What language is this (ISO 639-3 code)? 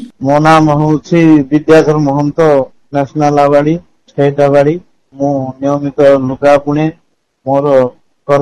ori